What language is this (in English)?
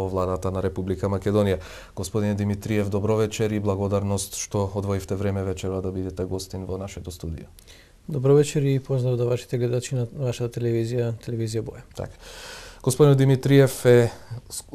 Macedonian